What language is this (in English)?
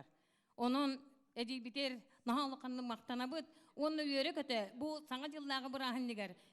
Yakut